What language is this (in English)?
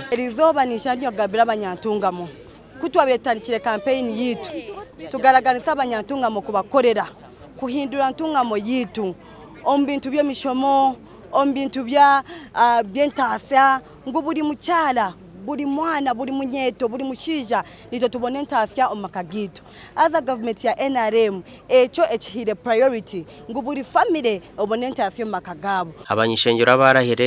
Nyankole